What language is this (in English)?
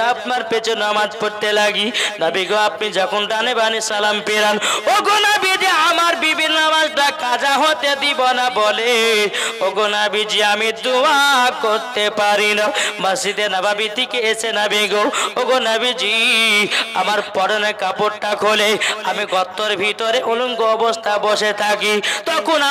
Bangla